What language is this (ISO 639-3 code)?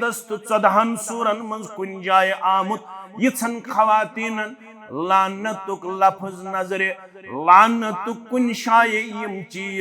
kas